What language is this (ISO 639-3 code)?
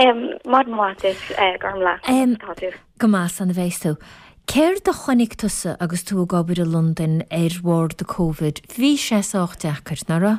gle